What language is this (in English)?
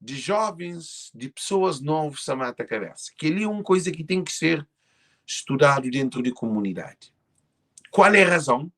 Kabuverdianu